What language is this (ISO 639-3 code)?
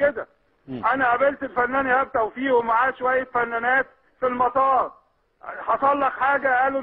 arz